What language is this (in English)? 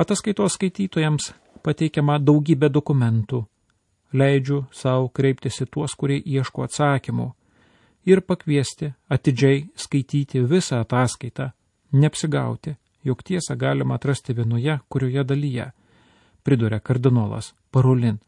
Lithuanian